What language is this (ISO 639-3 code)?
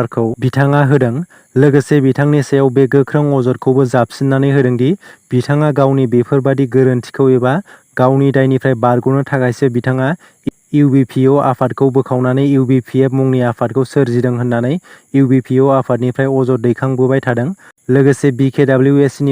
brx